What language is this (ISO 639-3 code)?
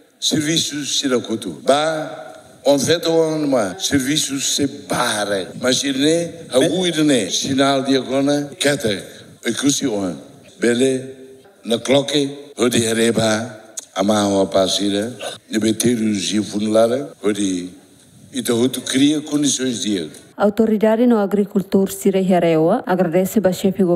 tet